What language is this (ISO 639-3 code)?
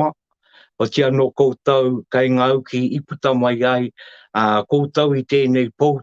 mri